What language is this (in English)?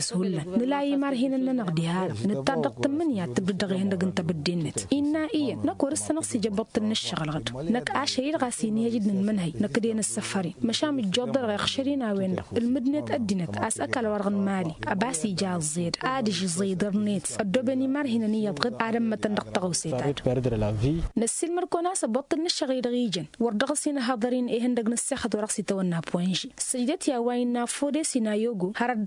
Tamasheq